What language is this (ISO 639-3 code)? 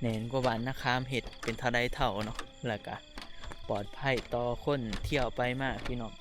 tts